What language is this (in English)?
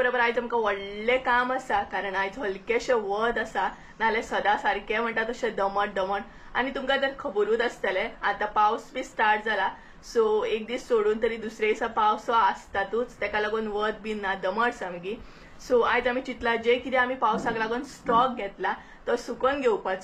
Konkani